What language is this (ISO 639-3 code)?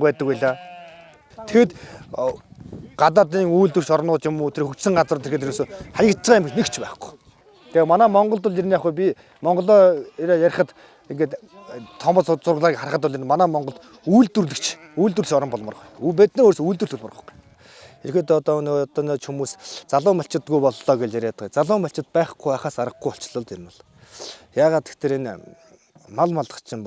mon